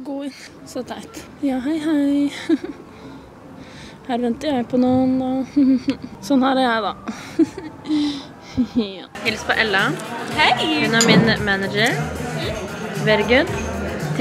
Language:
Norwegian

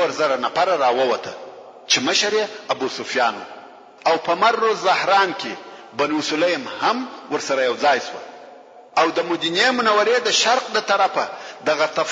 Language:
Pashto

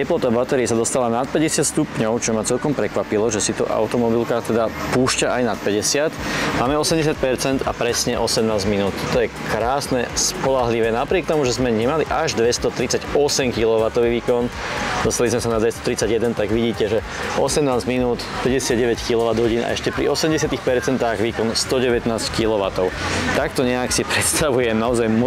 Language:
Slovak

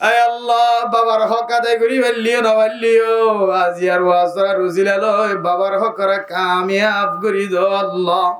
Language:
Rohingya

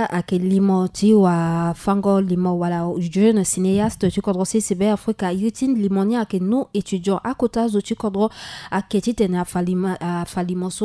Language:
Sango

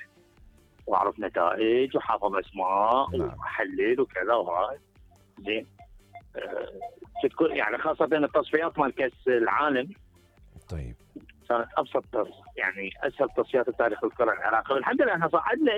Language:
Mesopotamian Arabic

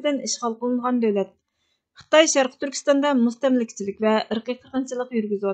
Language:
Uyghur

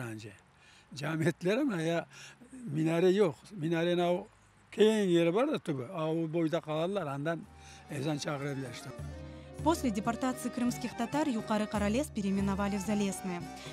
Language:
Crimean Tatar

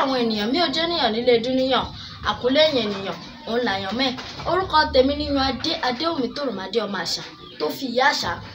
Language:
Yoruba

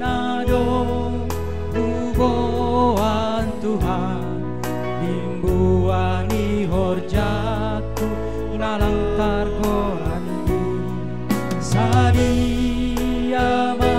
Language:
Batak Simalungun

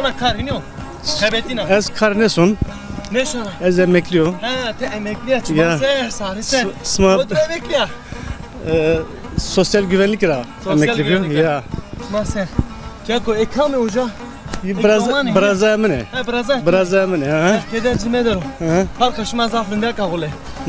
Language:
Zaza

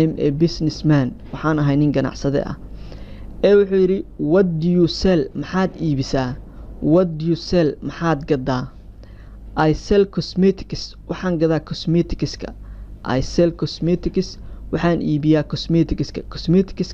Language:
Somali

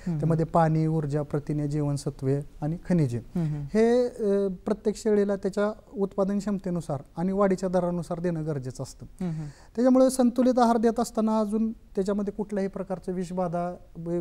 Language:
Marathi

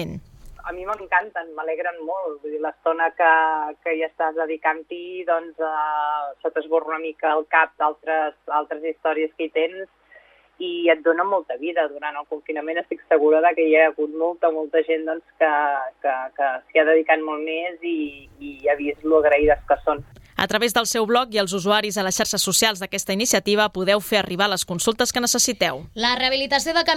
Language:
Catalan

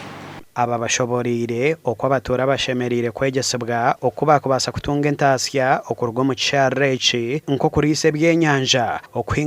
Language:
Nyankole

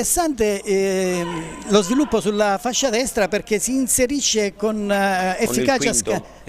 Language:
Italian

